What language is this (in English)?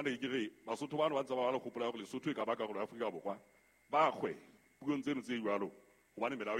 Southern Sotho